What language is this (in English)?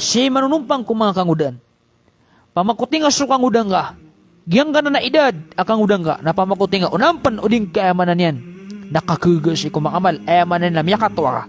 Maranao